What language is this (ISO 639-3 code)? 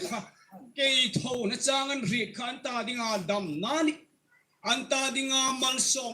hmr